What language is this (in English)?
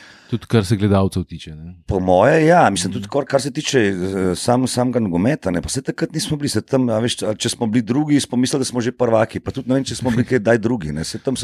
Slovenian